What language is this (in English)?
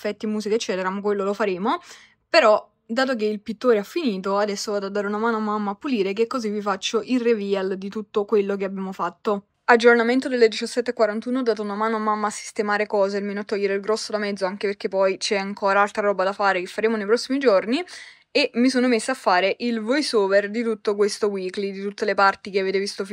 Italian